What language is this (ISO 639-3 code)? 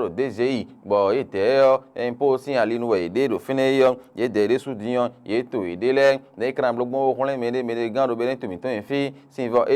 fon